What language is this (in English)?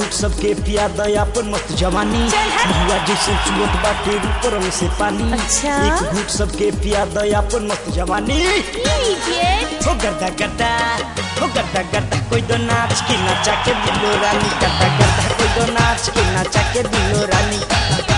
Bhojpuri